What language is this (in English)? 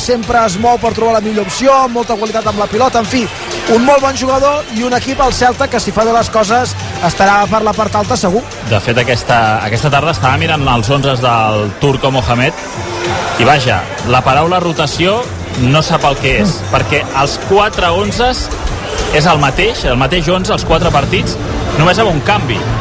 Catalan